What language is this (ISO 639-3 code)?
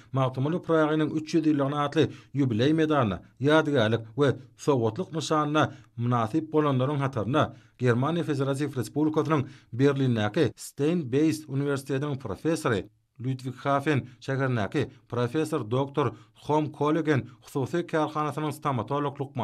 tuk